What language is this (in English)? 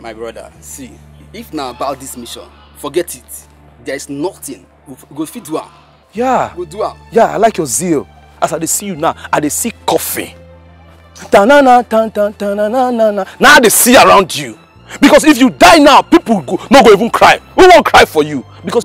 Nigerian Pidgin